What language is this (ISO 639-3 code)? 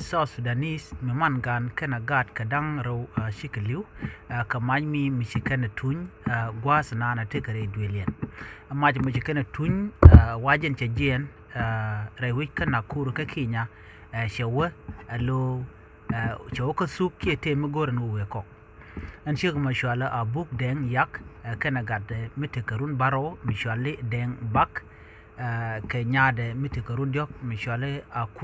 nus